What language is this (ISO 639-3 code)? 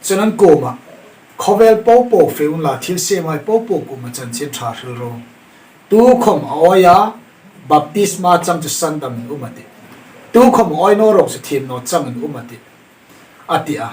hmr